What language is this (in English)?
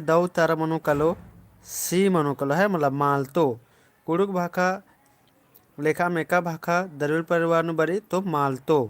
Kurukh